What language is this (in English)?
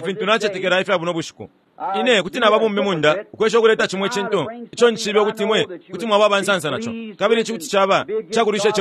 Bemba